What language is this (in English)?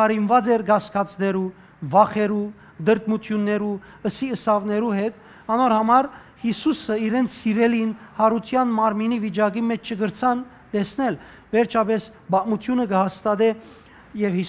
Western Armenian